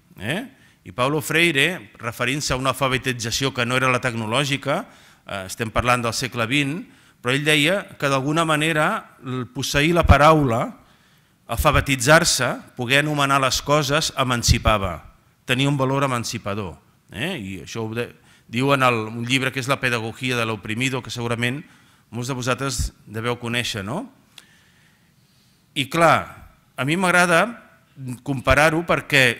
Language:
Catalan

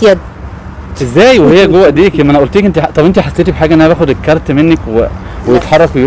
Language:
Egyptian Arabic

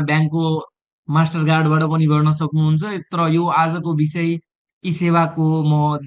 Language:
Nepali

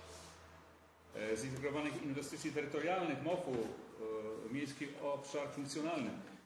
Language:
Polish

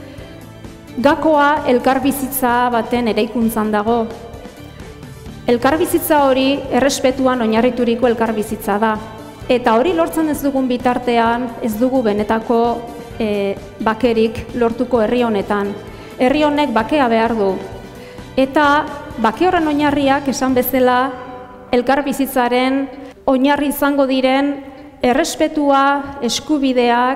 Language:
Basque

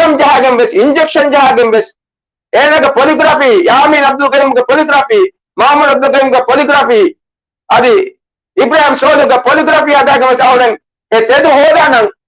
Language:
Divehi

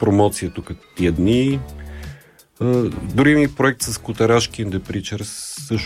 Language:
Bulgarian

